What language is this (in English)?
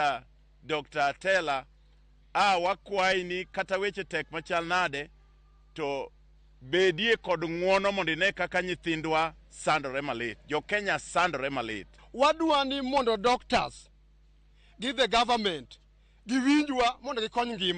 Luo (Kenya and Tanzania)